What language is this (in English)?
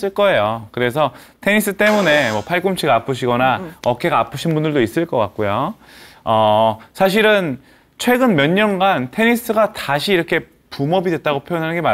Korean